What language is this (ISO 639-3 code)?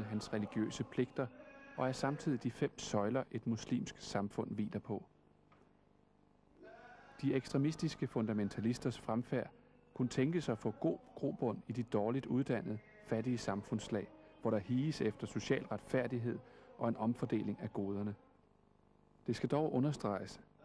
dan